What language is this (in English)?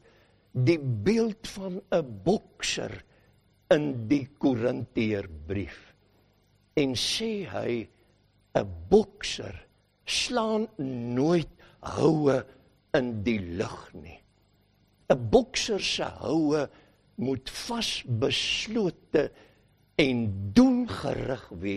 Afrikaans